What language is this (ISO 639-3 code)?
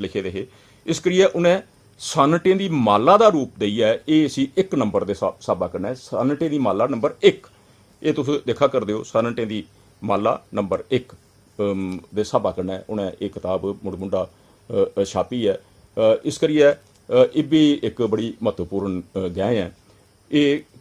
doi